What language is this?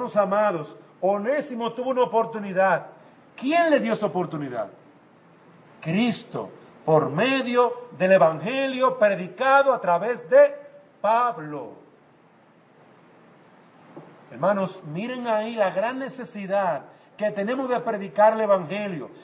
Spanish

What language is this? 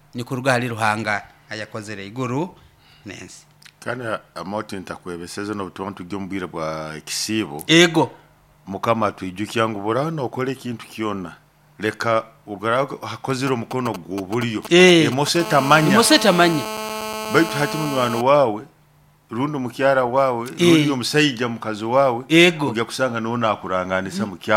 Nyoro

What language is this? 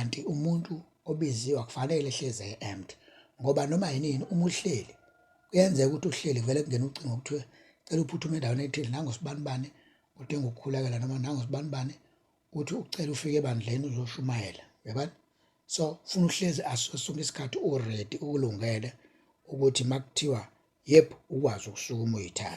Zulu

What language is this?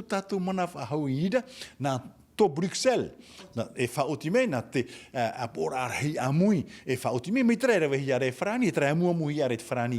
Tahitian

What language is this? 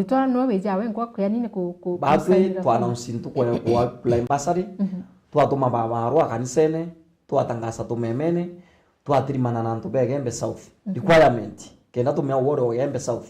Meru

